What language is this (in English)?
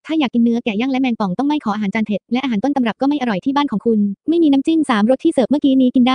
Thai